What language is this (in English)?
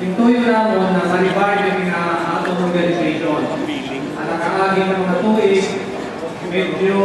Waray